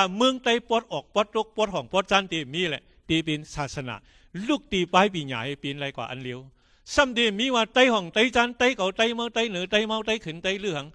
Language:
Shan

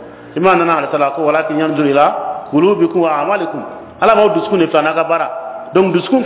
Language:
Bambara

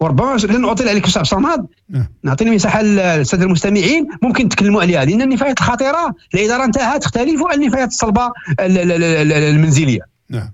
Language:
Moroccan Arabic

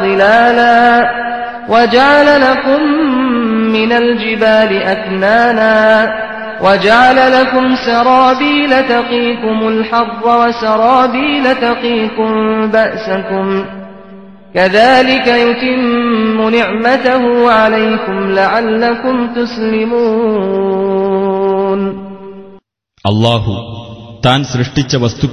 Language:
Malayalam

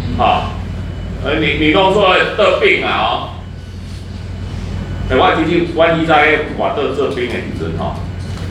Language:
Min Nan Chinese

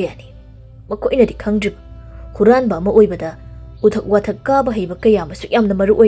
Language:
Manipuri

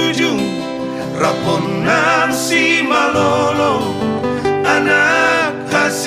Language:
Batak Toba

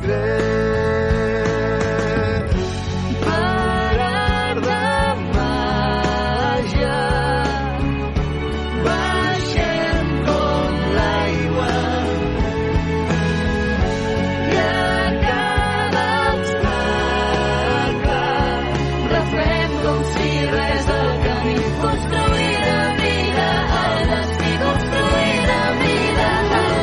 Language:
Catalan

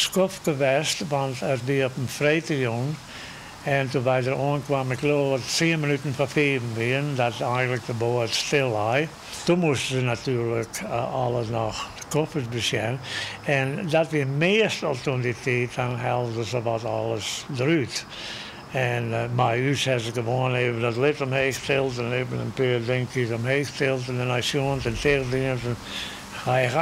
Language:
Western Frisian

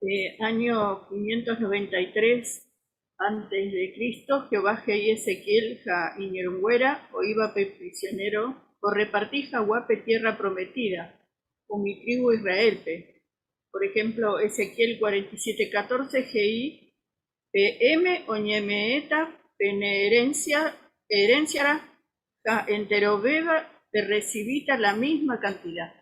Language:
Guarani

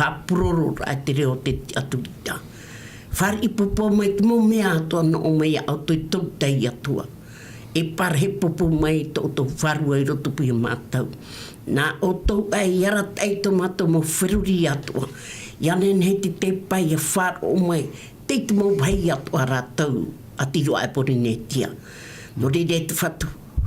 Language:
Tahitian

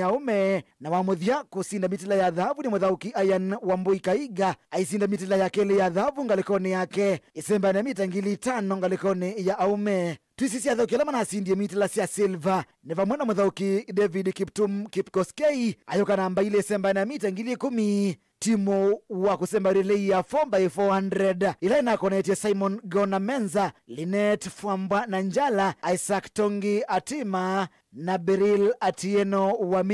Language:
Kamba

